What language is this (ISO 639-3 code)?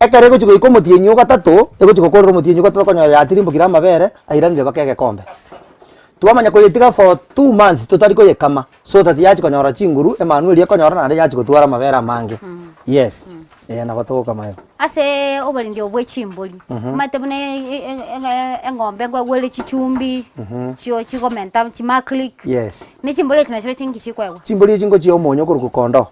guz